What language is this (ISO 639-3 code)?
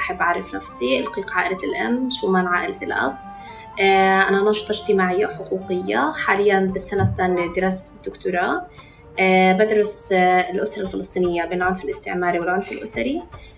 apc